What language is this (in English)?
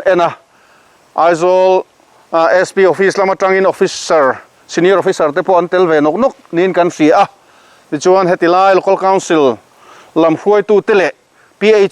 Mizo